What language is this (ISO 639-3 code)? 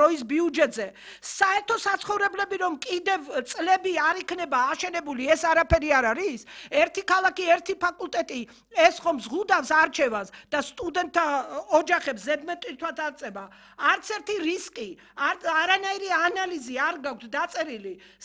kat